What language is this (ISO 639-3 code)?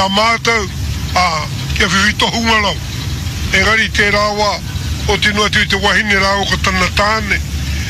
mri